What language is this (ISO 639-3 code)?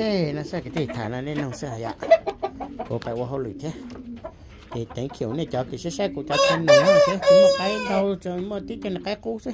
hmn